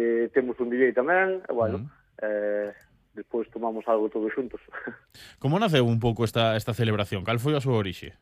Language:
Galician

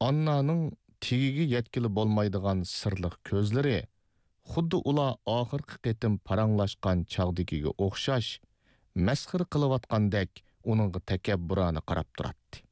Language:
Uyghur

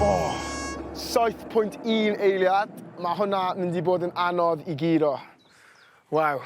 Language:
Welsh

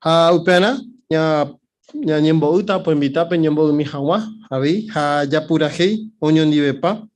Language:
Guarani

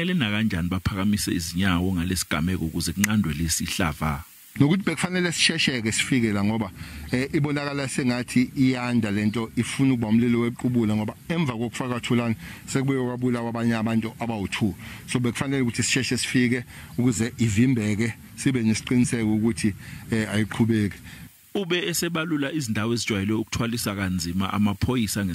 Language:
Zulu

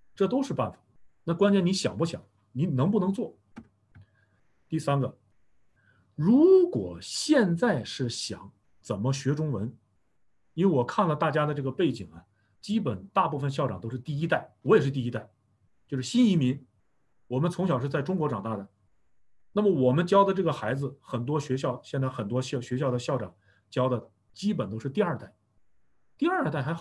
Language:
Chinese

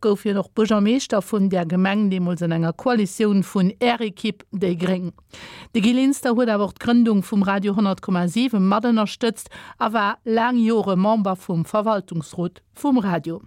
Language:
Luxembourgish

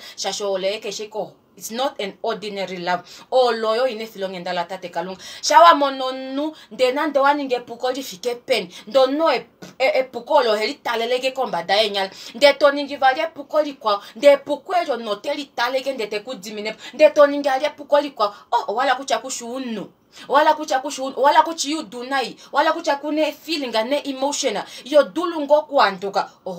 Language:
Kuanyama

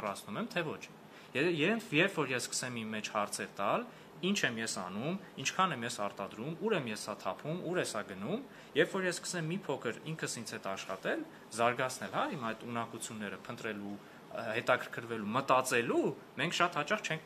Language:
Armenian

